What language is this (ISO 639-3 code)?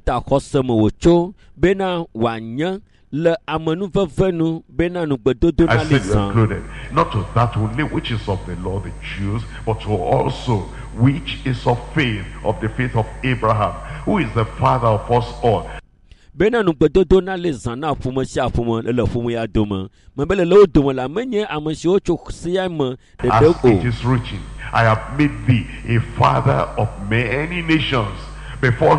ewe